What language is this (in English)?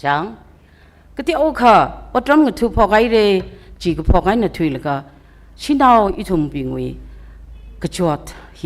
Tangkhul Naga (India)